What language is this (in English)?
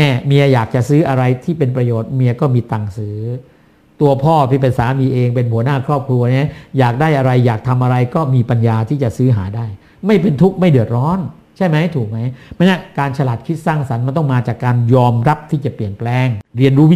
Thai